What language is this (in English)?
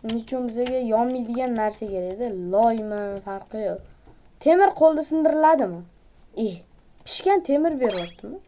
Uzbek